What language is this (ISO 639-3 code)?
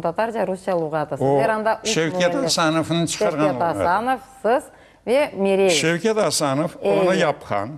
crh